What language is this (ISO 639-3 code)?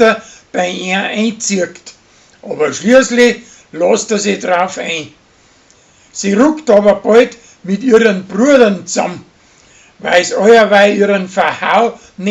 bar